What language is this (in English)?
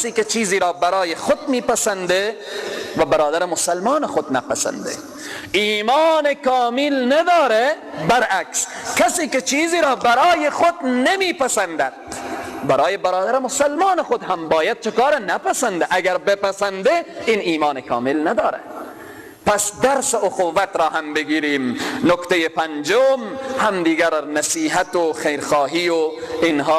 Persian